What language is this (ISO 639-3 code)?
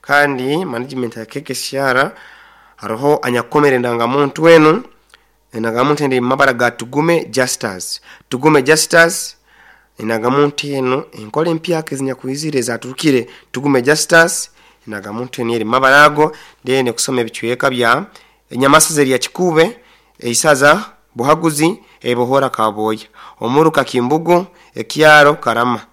nyo